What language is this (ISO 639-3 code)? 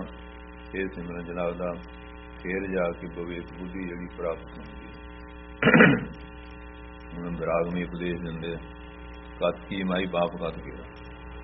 pan